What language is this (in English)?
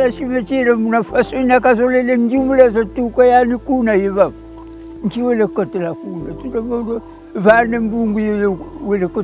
Kongo